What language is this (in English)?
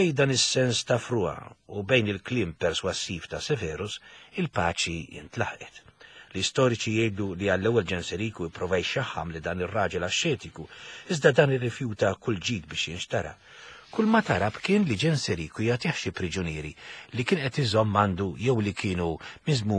Maltese